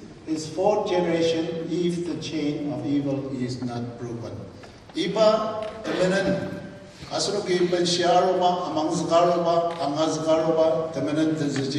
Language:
Ao Naga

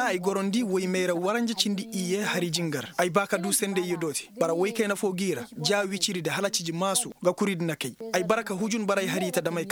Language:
Koyraboro Senni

